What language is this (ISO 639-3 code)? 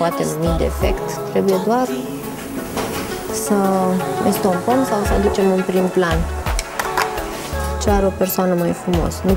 ron